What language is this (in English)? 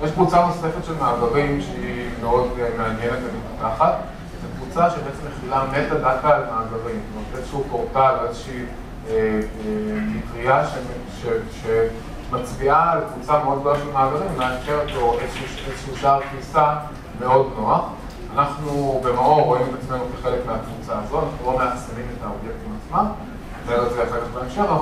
Hebrew